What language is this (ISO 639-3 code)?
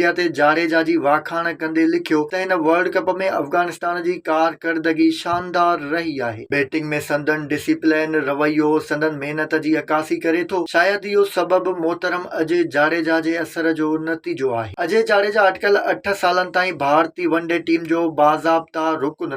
snd